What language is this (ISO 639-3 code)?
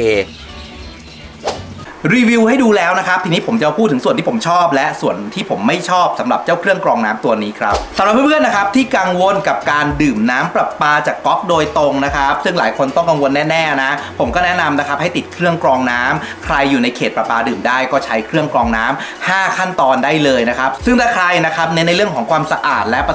tha